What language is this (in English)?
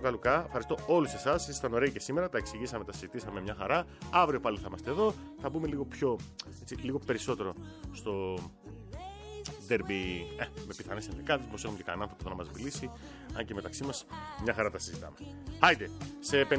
Greek